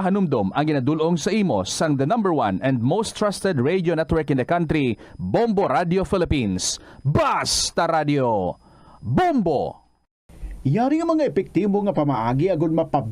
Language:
Hiligaynon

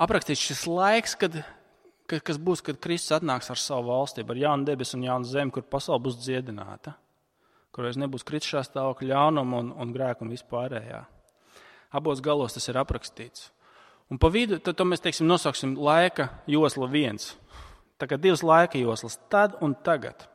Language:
Latvian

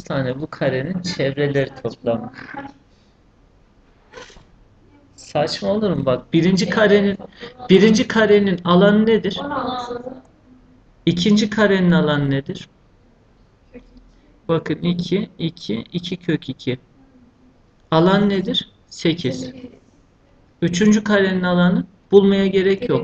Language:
Turkish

